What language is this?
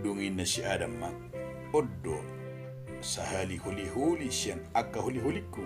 Batak Toba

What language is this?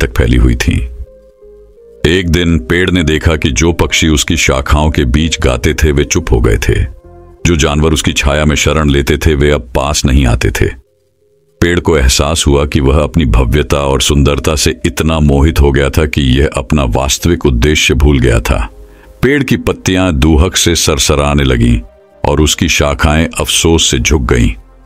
Hindi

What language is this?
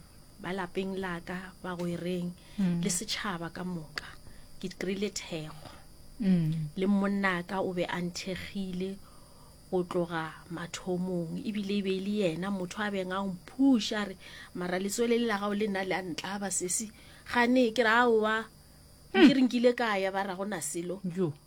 Northern Sotho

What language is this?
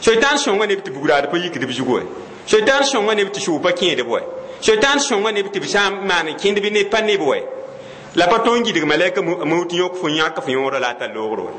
Mossi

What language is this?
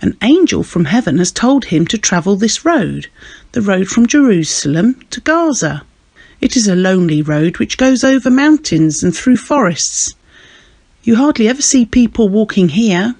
English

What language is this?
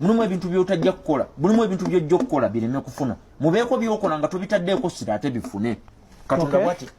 Ganda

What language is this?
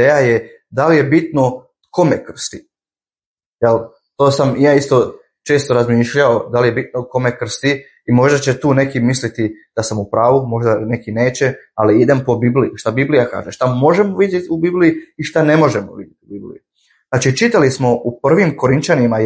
Croatian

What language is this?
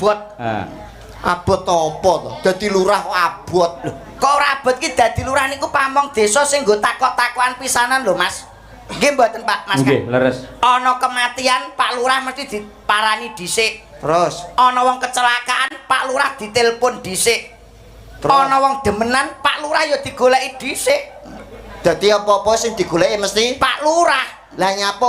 Javanese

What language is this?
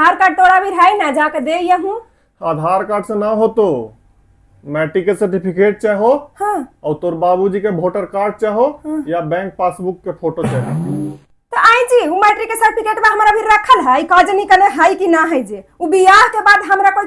Magahi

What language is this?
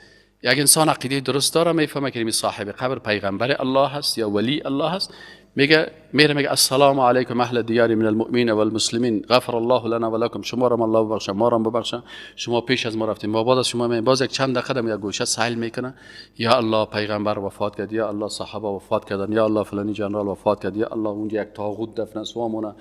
Persian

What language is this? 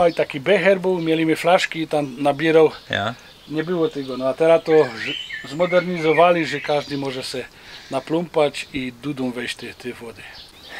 Silesian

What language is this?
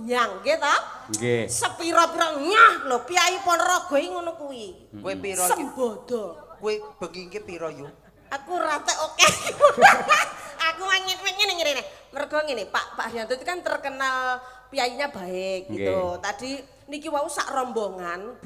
Javanese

